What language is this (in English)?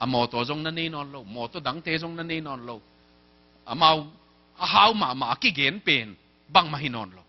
Tedim Chin